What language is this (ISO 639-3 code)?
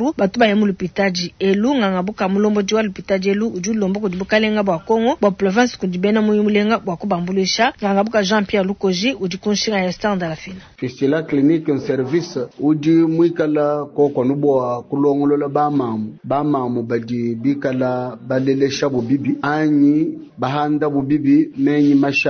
lua